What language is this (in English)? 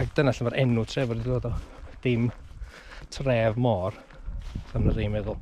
Welsh